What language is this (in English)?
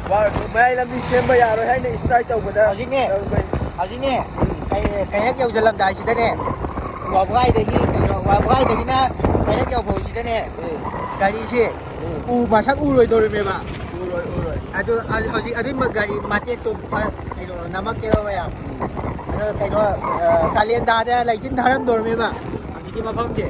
Manipuri